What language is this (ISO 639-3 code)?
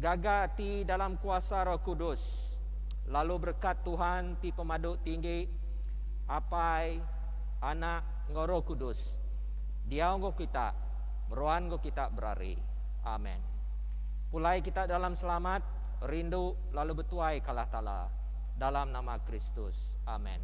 iba